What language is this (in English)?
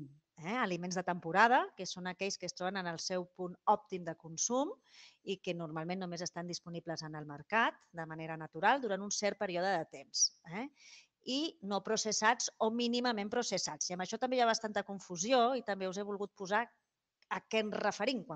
Catalan